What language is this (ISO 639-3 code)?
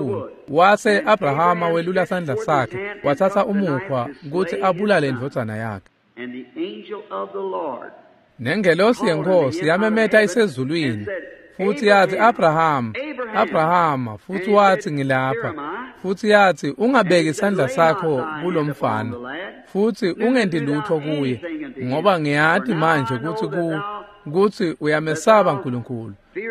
ssw